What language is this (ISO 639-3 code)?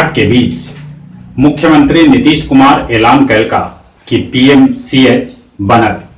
mag